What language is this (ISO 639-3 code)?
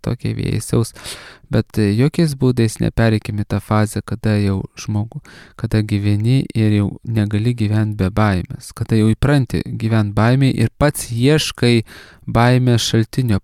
lit